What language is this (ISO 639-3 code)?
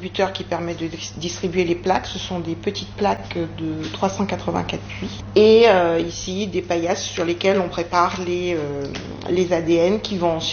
fra